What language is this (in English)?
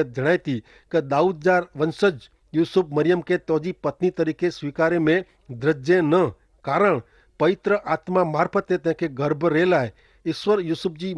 Kachhi